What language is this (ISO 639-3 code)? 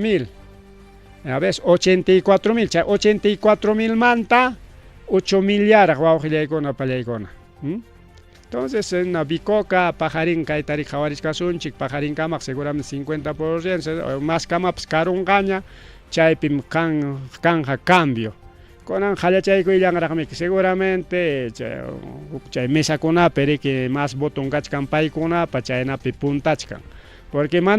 quy